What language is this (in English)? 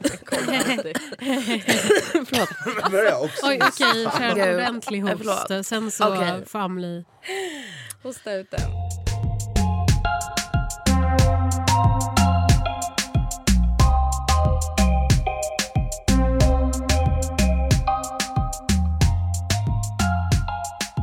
Swedish